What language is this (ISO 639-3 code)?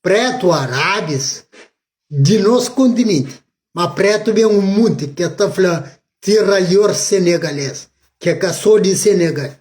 kea